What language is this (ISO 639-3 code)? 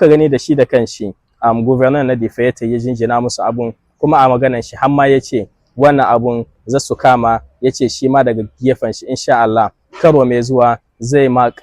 hau